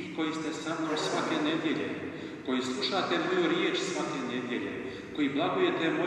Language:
Croatian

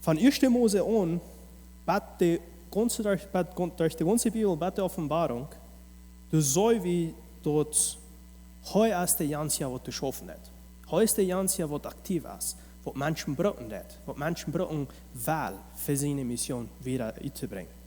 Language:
Plautdietsch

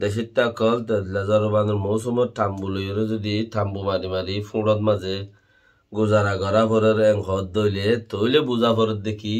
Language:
Rohingya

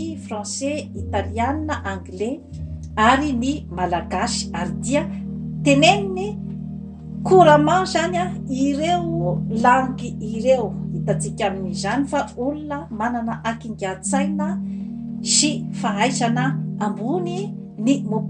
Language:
Malagasy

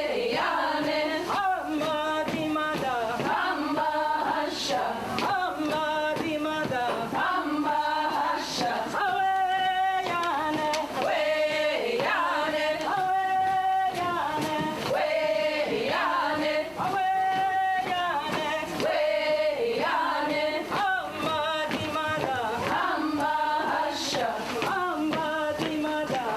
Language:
Mohawk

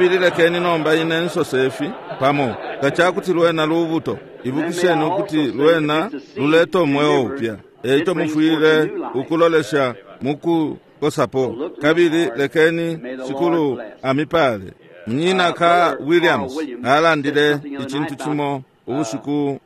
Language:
Bemba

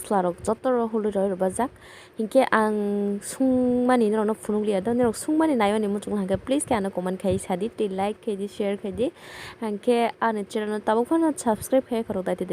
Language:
Kok Borok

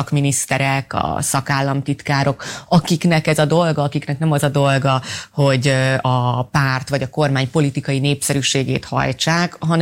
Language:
Hungarian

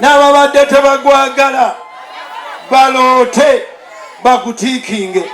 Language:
Ganda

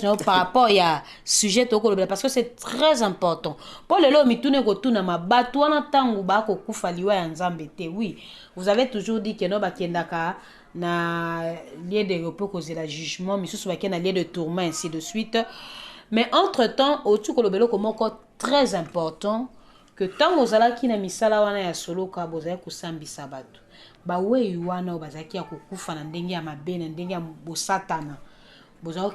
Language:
Lingala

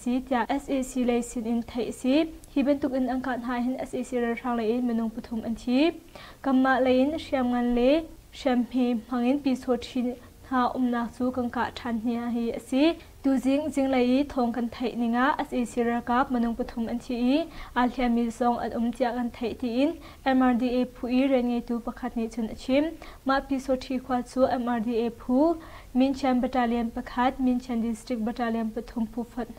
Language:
Hakha Chin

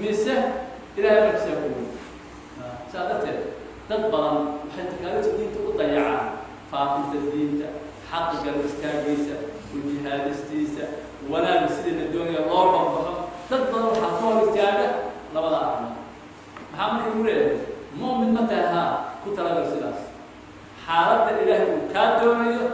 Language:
Somali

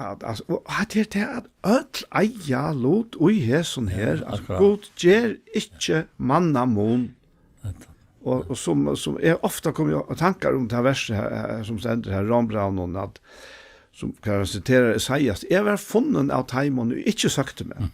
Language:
Faroese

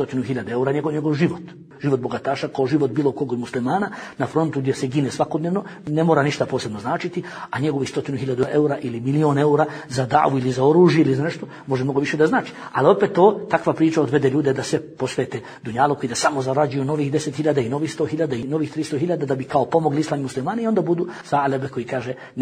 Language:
Bosnian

